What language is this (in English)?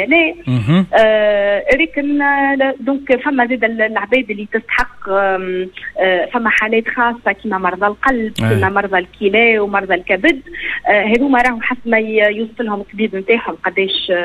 Tunisian Arabic